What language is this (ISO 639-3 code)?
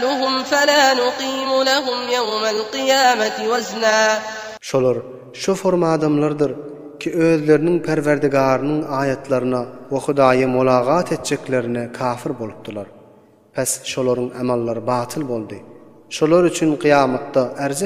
tuk